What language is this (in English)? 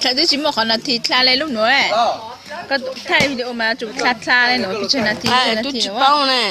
Hmong